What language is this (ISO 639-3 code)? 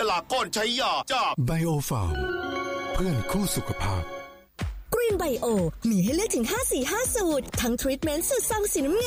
tha